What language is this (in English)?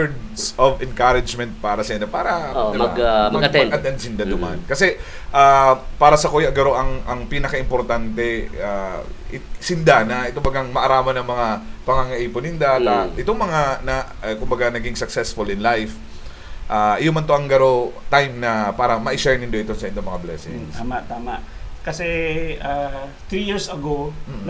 Bikol